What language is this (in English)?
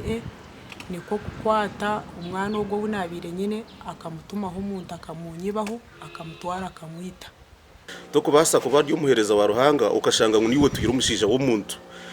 Nyankole